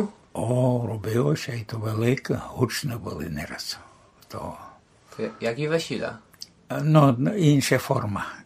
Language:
Rusyn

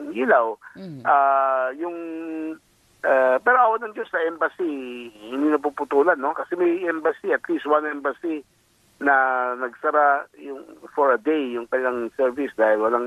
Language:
Filipino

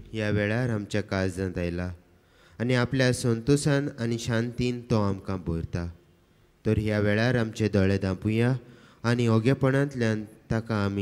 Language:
Konkani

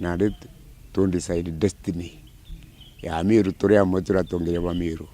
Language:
Meru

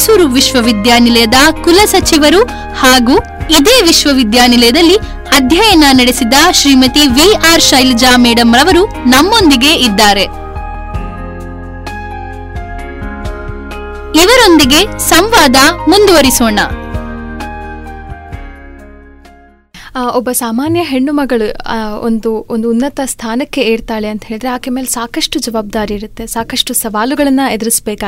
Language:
Kannada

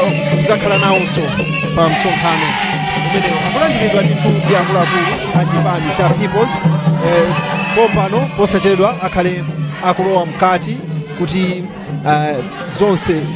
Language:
Nyanja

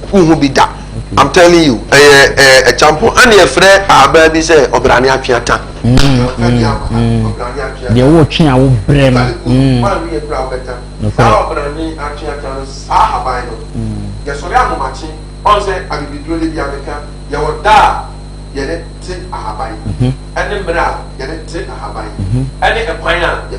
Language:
Akan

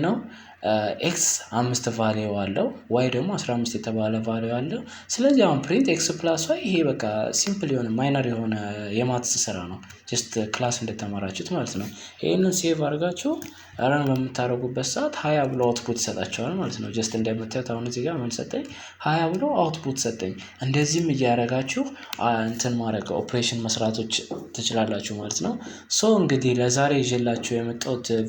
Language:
Amharic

